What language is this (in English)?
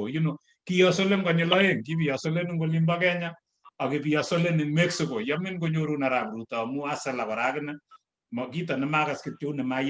Kalenjin